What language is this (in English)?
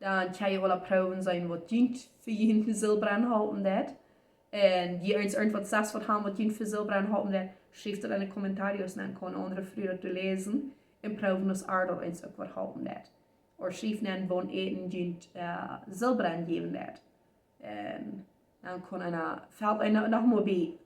Plautdietsch